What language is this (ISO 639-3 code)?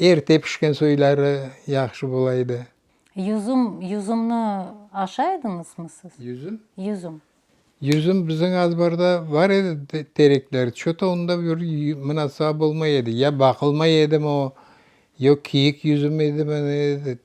crh